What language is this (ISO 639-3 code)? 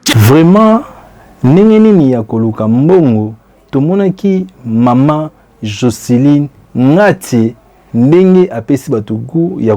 lin